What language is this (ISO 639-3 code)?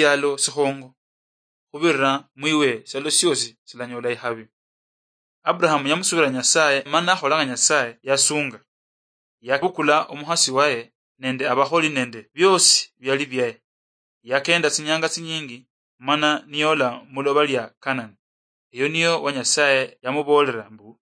luy